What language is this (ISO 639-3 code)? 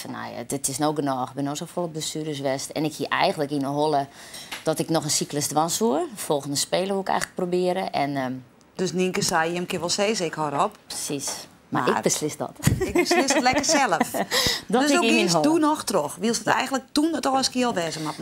fry